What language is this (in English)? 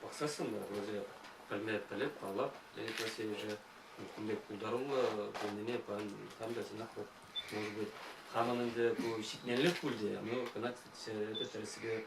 Chuvash